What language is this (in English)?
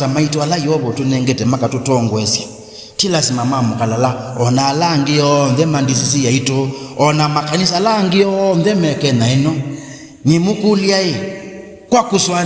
Kamba